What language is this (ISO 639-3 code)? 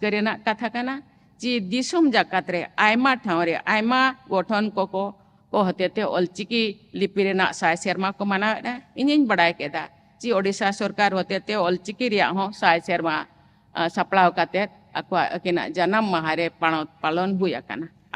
sat